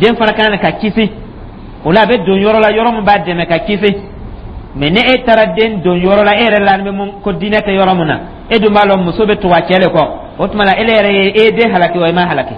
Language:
Dyula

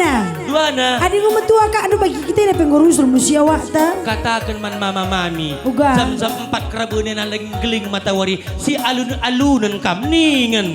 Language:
Batak Karo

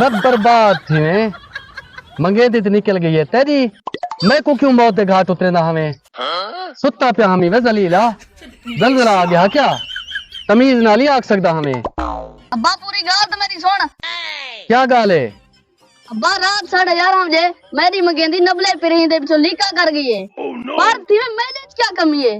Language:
Saraiki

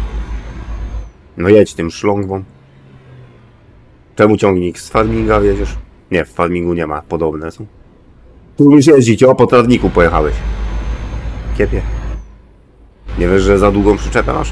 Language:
Polish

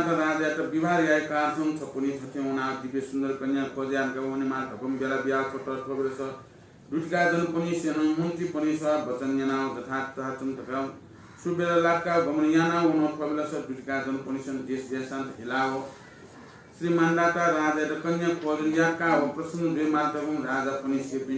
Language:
Newari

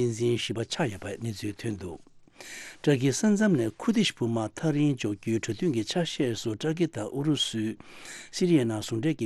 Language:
Tibetan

